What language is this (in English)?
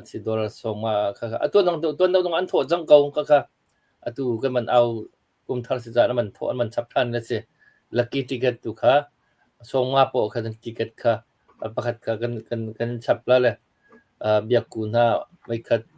Hakha Chin